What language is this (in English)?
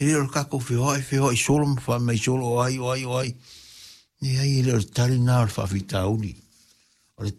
Samoan